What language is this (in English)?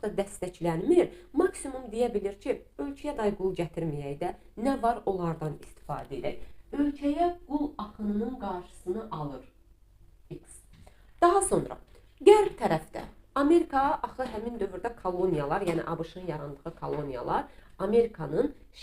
Azerbaijani